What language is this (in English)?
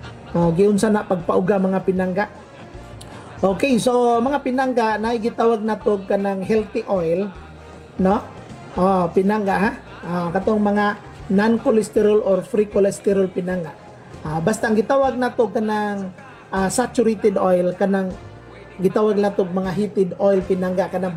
Cebuano